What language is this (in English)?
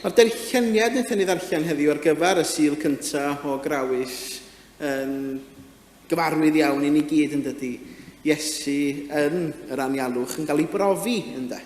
Welsh